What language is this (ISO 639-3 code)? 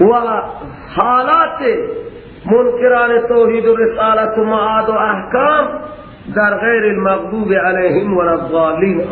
fas